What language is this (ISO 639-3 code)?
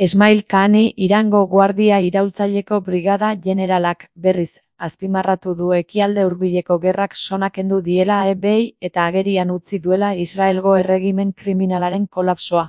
eus